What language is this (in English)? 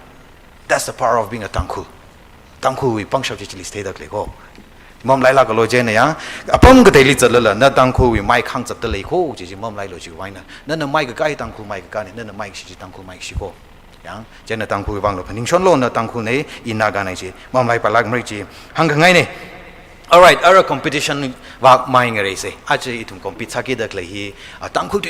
Tangkhul Naga (India)